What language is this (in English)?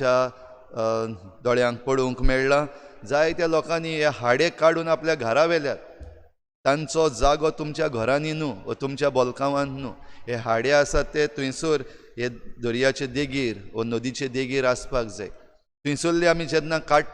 Konkani